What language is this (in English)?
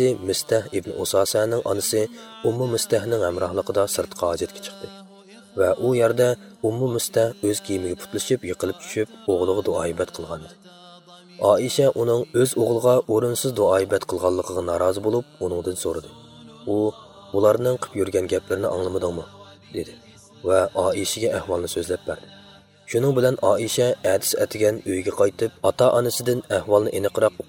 Uyghur